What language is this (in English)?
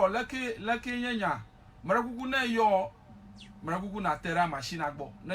Ewe